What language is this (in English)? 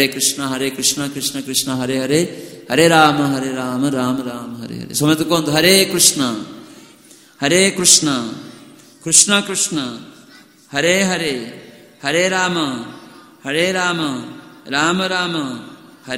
Odia